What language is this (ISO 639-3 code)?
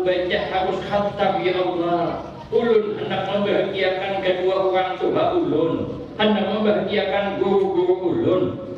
bjn